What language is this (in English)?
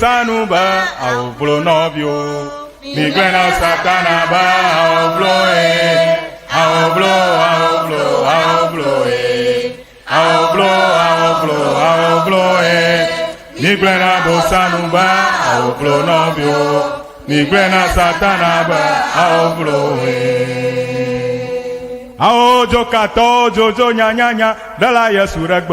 Ewe